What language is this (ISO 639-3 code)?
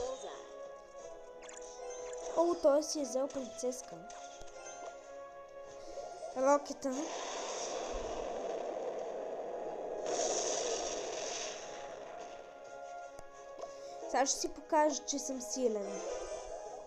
bul